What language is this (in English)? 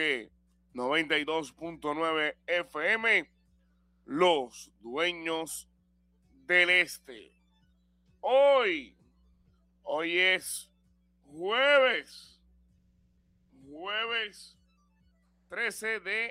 Spanish